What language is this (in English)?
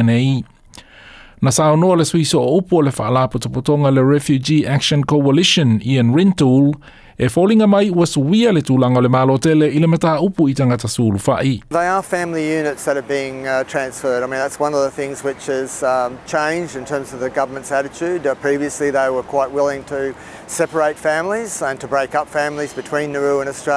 Samoan